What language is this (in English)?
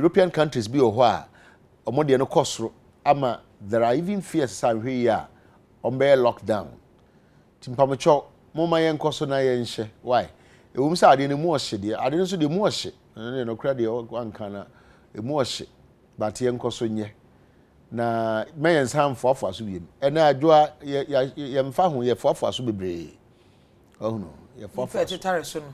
Akan